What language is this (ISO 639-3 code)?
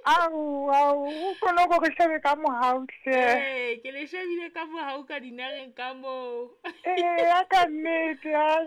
sot